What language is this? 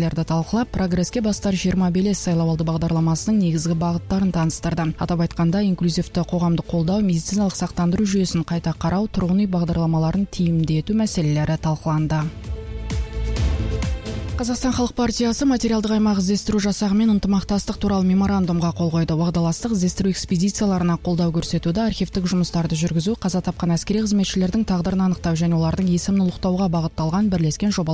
Kazakh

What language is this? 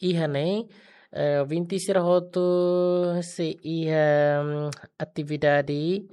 Tetum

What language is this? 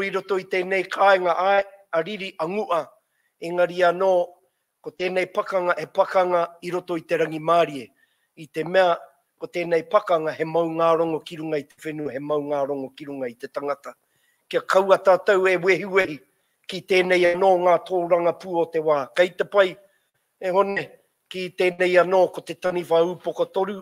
Māori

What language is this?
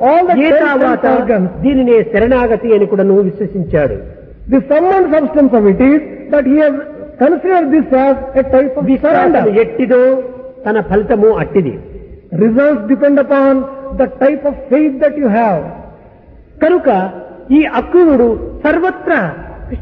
Telugu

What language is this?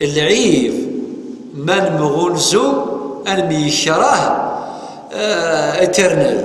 Kabyle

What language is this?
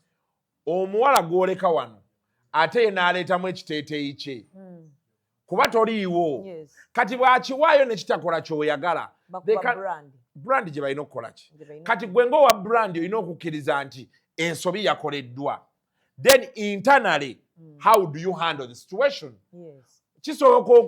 Ganda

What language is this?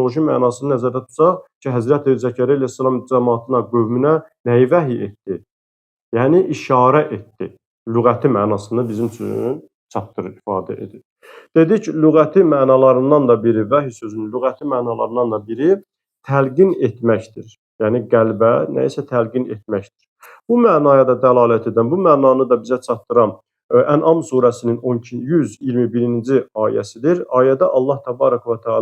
Azerbaijani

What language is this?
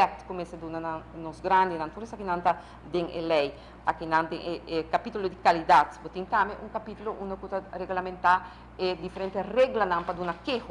Papiamento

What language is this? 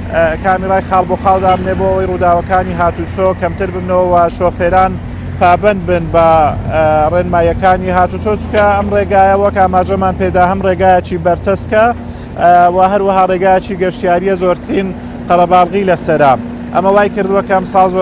Central Kurdish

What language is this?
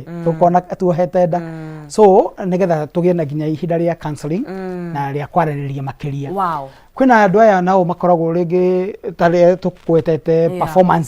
Kikuyu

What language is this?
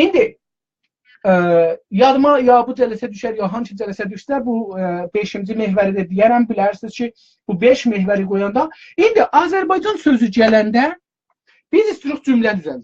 South Azerbaijani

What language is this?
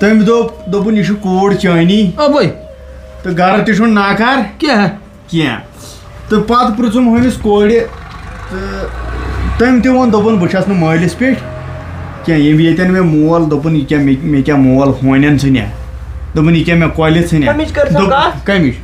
Kashmiri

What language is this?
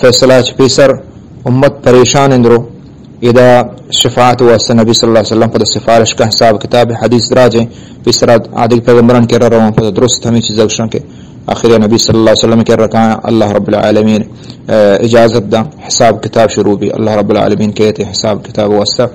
Eastern Balochi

